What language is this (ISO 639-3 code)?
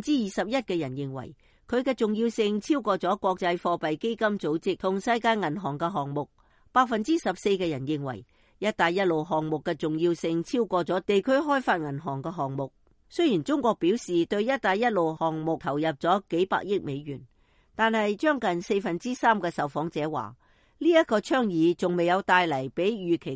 yue